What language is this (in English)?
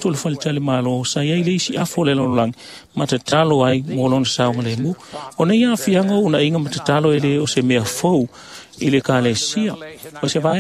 Samoan